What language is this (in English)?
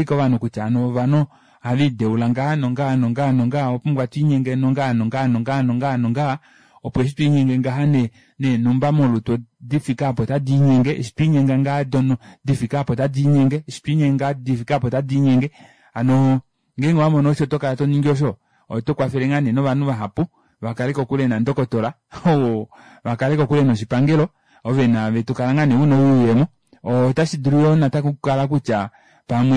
Kuanyama